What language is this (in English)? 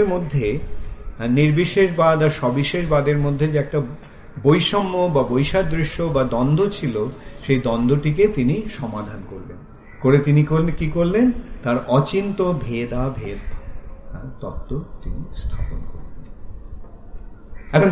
Bangla